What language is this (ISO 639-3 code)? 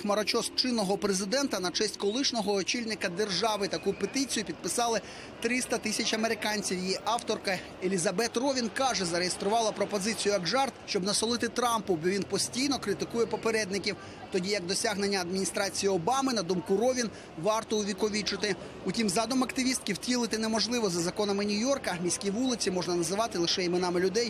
ukr